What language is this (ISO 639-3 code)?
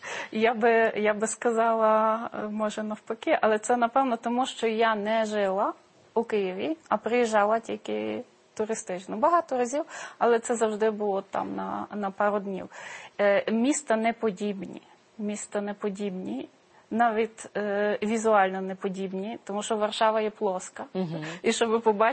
ukr